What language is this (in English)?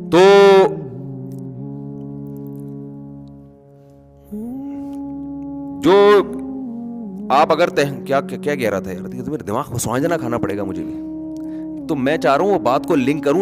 Urdu